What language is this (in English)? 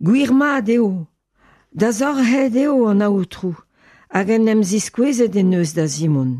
Breton